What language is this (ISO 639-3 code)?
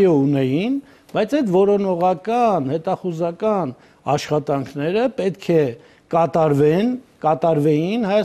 hye